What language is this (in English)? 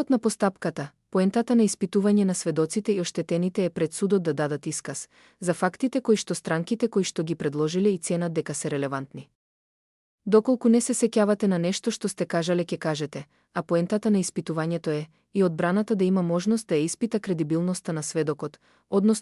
Macedonian